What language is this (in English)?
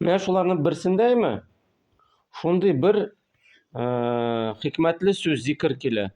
Tatar